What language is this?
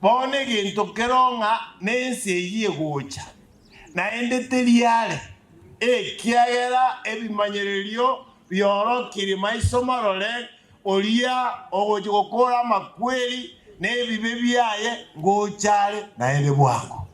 Gusii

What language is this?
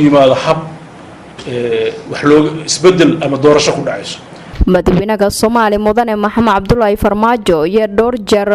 Somali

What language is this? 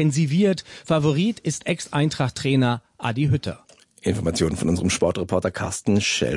German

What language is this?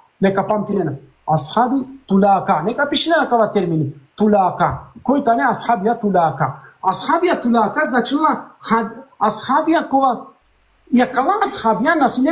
Balkan Romani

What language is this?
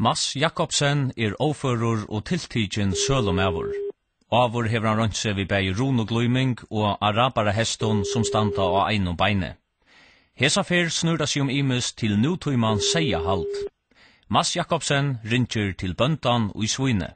Faroese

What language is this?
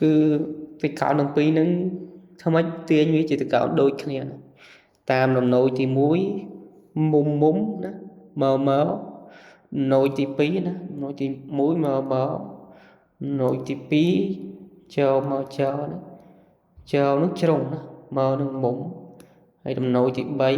Khmer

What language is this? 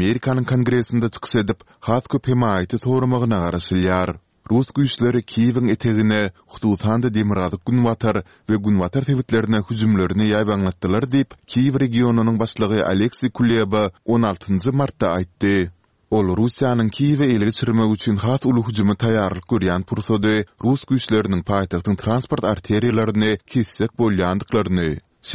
Turkmen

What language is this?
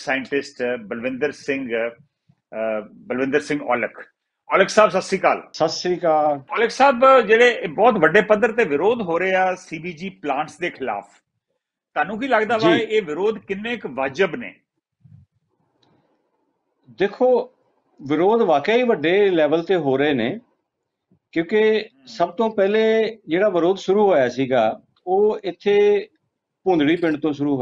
Punjabi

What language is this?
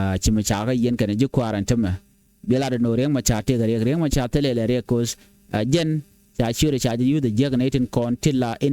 Nuer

